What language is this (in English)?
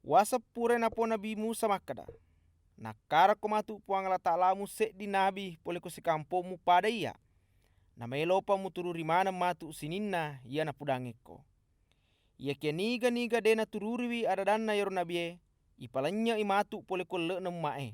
Buginese